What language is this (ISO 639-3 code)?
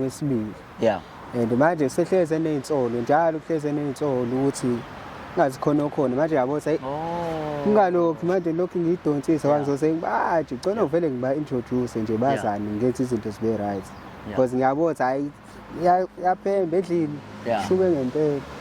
zul